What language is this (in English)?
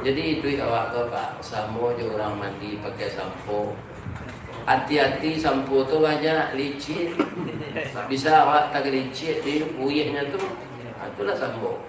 Minangkabau